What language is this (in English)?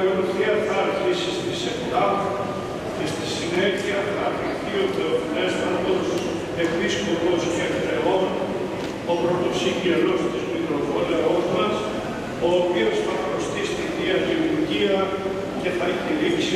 Greek